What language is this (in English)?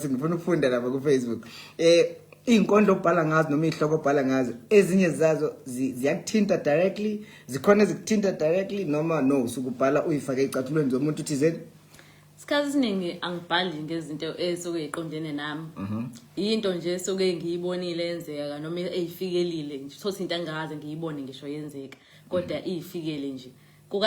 Zulu